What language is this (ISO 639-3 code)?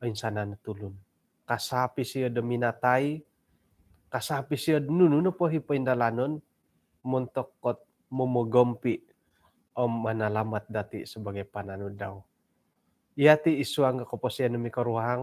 dtp